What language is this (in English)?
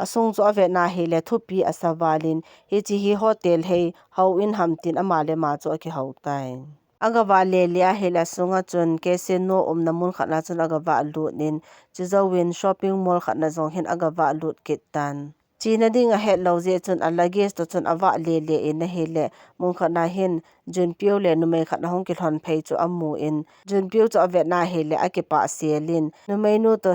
Thado Chin